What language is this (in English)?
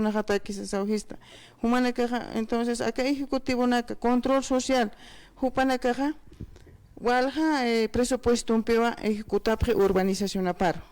Aymara